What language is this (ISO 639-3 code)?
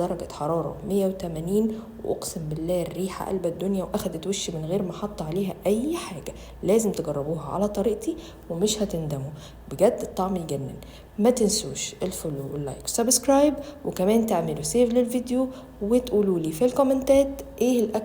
arz